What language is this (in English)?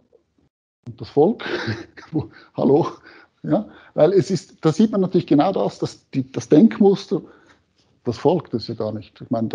German